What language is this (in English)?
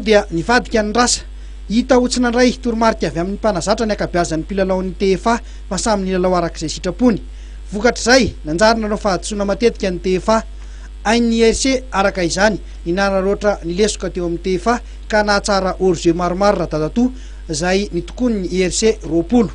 Malagasy